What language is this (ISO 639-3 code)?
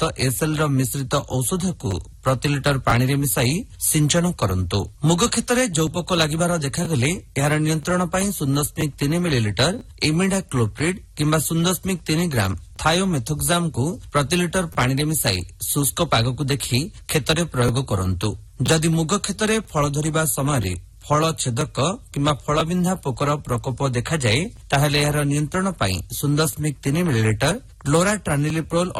ori